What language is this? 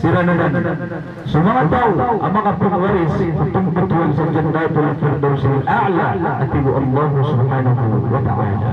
Maranao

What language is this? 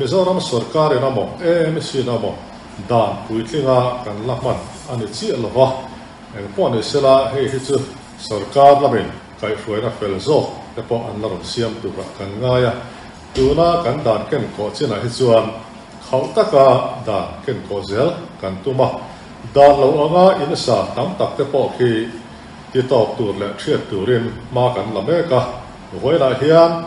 Mizo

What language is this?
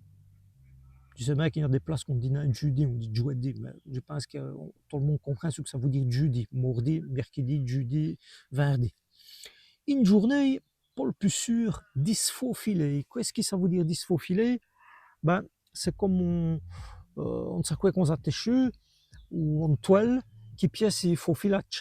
Walloon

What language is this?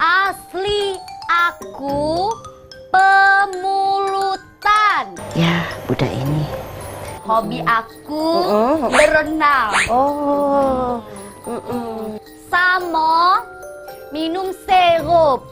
Musi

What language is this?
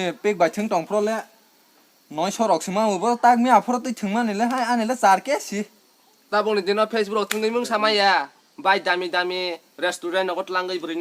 Kok Borok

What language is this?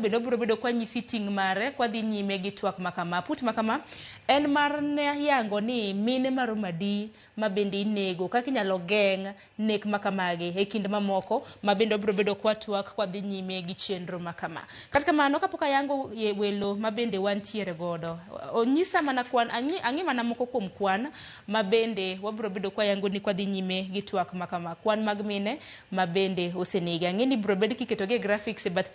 Luo (Kenya and Tanzania)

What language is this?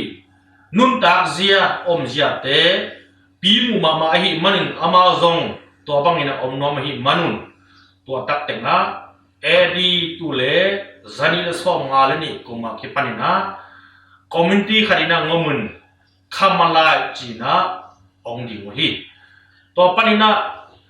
Tedim Chin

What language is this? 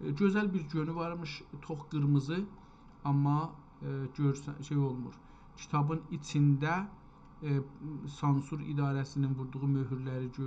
South Azerbaijani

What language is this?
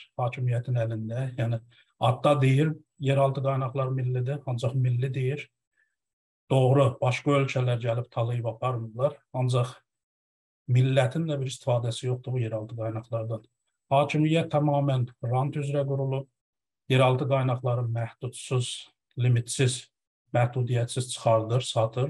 South Azerbaijani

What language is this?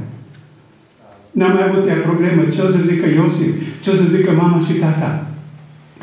Romanian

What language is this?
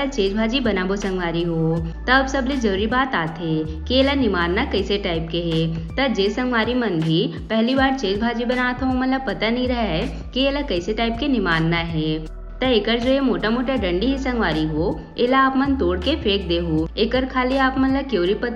Chhattisgarhi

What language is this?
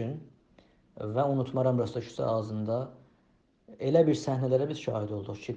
South Azerbaijani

